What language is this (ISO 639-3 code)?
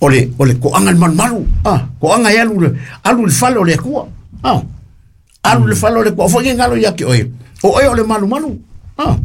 smo